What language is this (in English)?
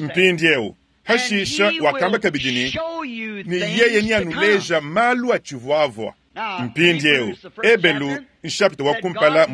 Luba-Lulua